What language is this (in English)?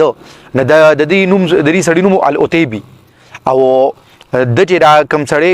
Pashto